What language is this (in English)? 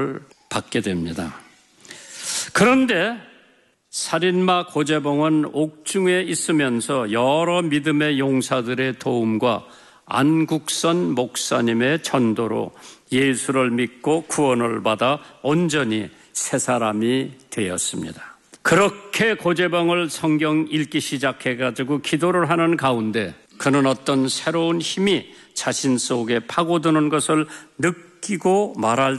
Korean